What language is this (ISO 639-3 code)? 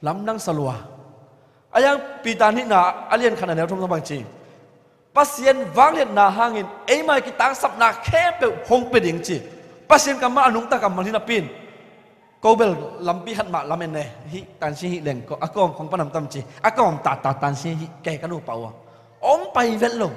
ctd